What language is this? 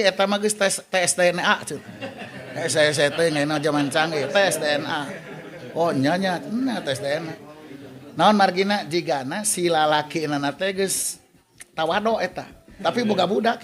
Sundanese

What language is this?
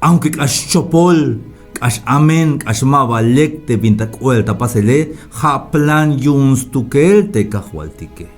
Tzeltal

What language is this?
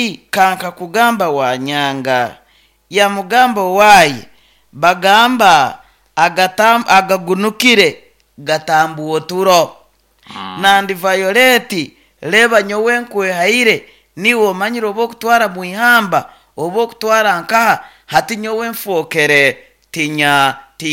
Nyoro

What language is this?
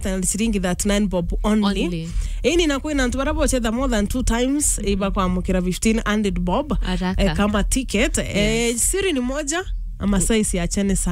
Meru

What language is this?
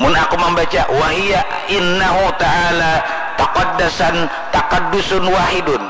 Banjar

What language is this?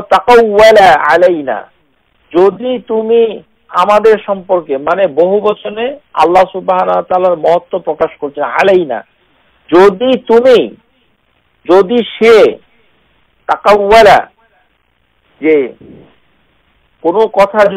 Bangla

